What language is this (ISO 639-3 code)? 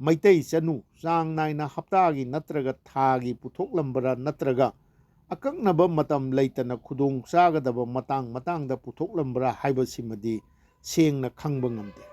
mni